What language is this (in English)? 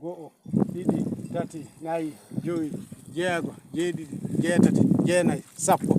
Fula